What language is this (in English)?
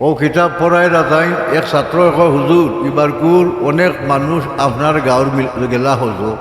Sylheti